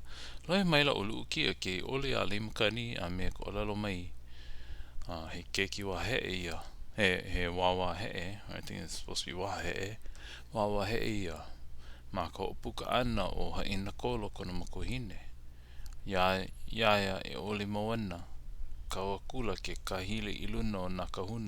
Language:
Hawaiian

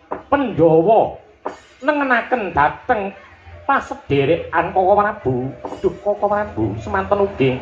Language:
Javanese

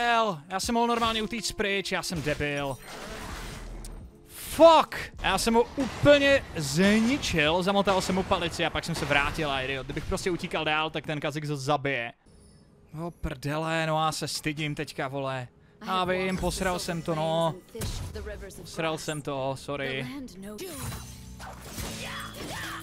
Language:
Czech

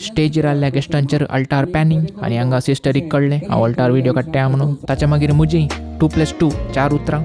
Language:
Konkani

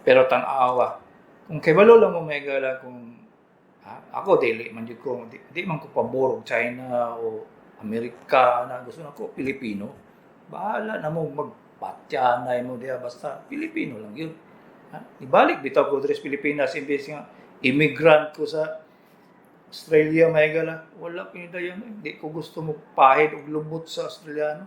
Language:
Cebuano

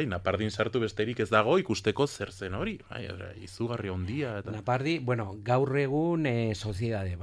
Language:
Basque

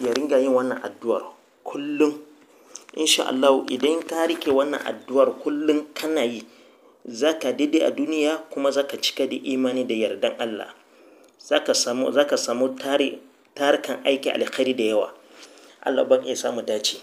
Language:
Hausa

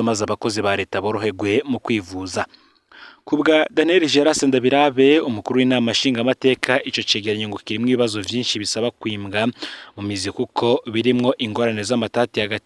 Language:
Rundi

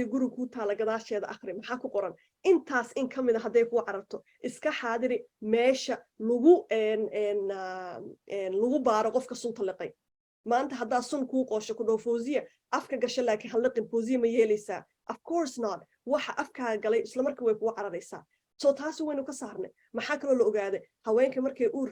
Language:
Somali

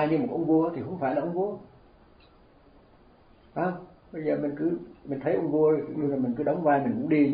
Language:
Vietnamese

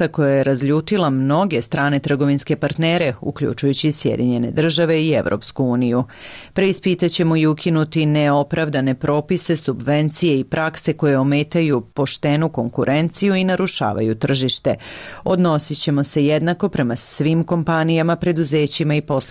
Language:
Serbian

